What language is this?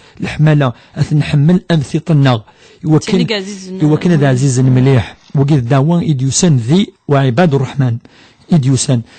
Kabyle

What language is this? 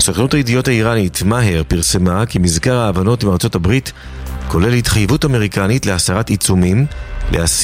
Hebrew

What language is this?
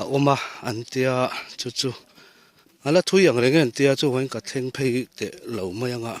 Mizo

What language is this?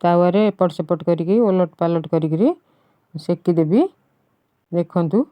Odia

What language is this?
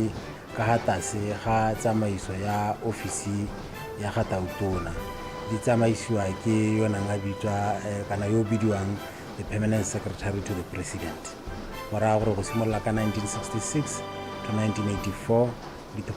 Tswana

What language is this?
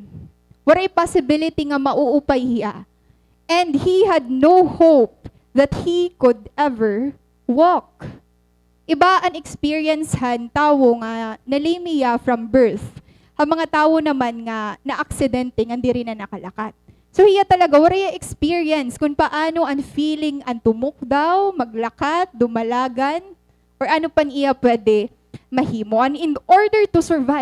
Waray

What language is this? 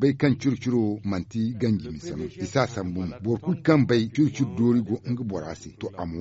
Zarma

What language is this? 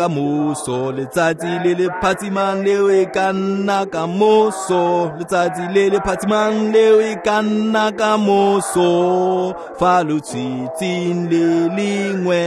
Tswana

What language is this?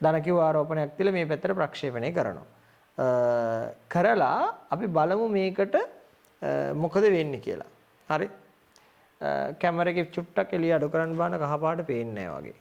Sinhala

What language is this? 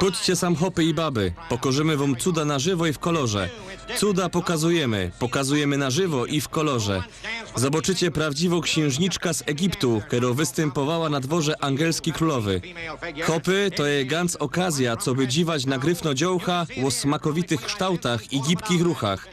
Silesian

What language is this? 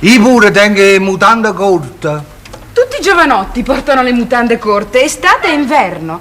Neapolitan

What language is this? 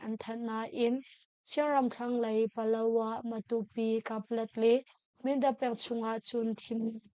Hakha Chin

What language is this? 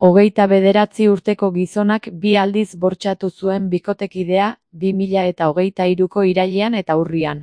Basque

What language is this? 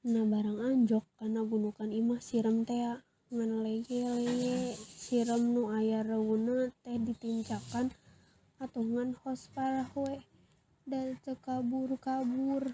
Sundanese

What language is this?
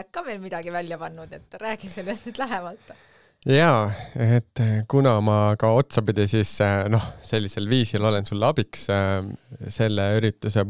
Estonian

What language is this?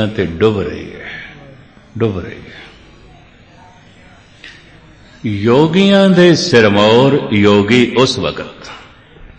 Punjabi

